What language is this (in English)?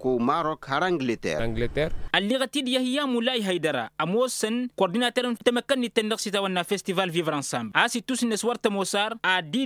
Tamasheq